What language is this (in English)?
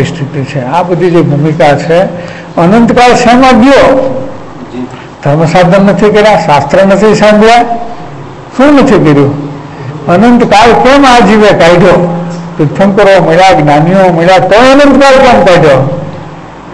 Gujarati